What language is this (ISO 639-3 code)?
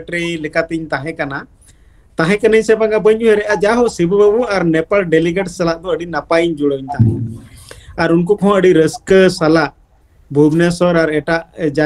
sat